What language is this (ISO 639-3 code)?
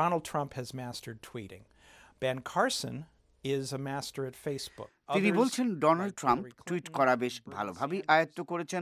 ben